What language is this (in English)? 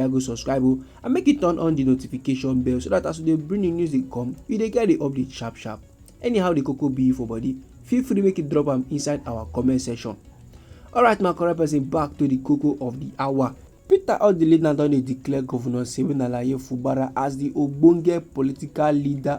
Nigerian Pidgin